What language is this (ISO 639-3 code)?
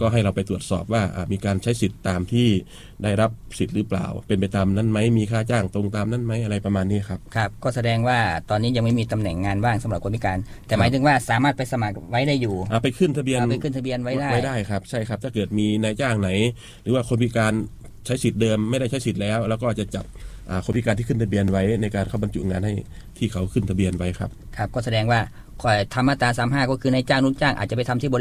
tha